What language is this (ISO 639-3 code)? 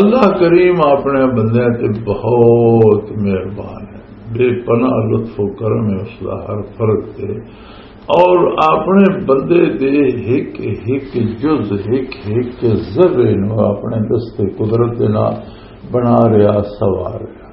lah